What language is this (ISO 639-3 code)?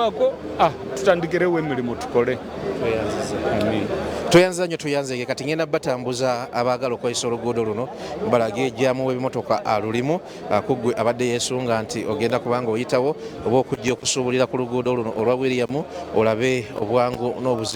lug